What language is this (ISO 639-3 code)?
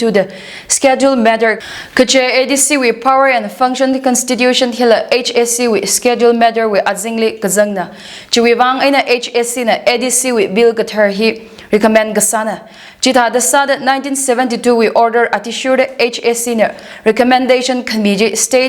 nmf